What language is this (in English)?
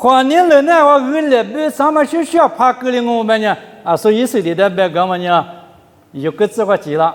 Lisu